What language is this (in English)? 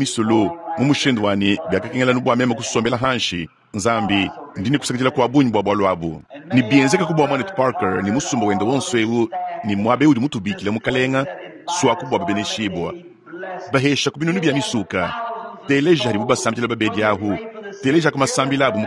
Luba-Lulua